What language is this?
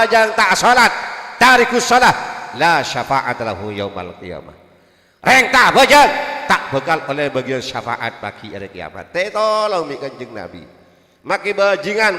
Madurese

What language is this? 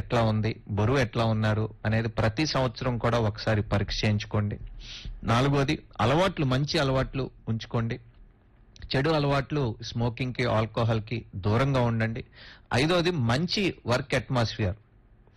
Telugu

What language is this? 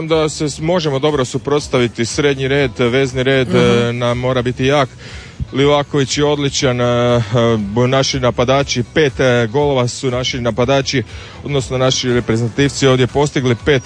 Croatian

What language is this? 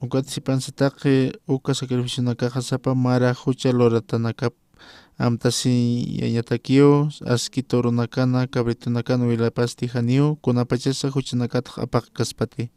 Aymara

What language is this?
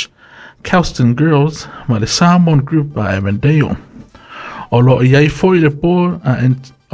Samoan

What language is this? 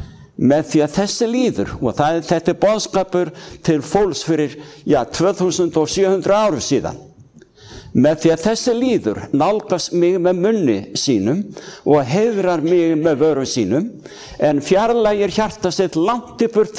Icelandic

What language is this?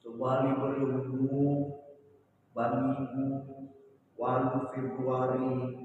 Nias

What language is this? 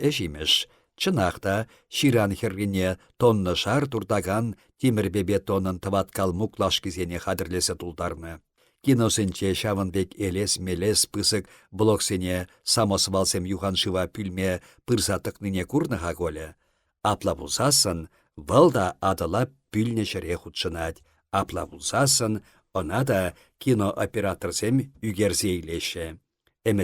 Chuvash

